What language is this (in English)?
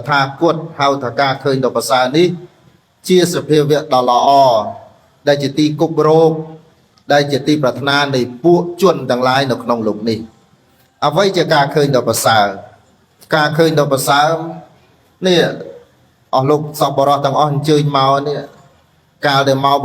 Khmer